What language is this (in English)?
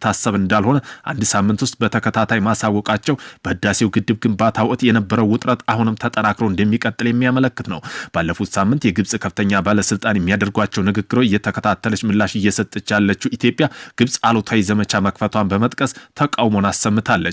Amharic